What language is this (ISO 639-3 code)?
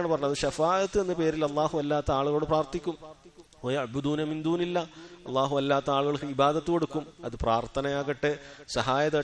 mal